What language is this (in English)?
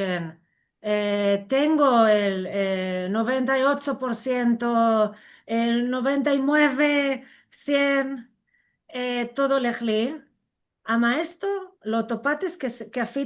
Ladino